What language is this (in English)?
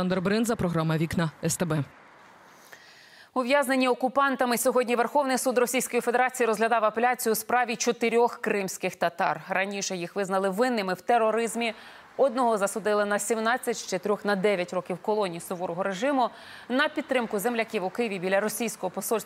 Ukrainian